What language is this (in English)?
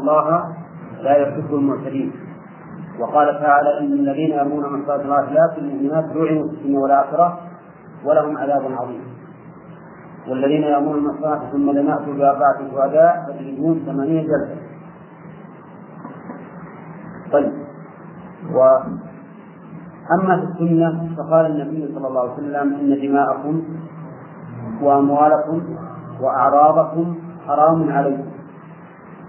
Arabic